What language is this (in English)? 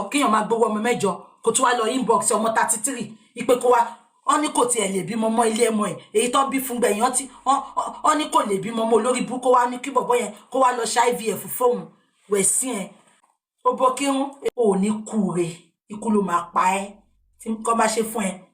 Yoruba